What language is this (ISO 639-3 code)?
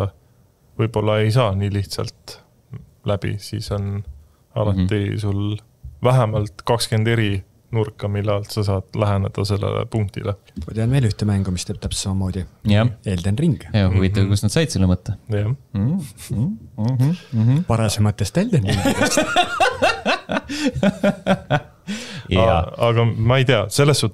est